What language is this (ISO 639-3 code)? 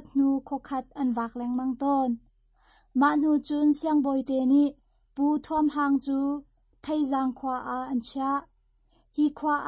cnh